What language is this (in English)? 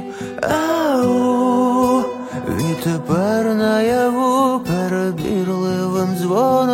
Ukrainian